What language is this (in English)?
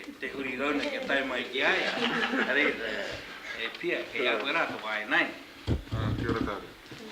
Māori